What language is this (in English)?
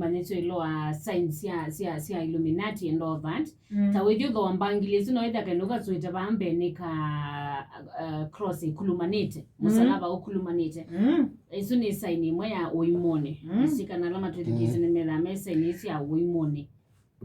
Kamba